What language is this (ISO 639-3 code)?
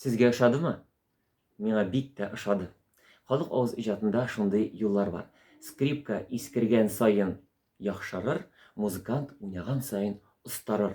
tat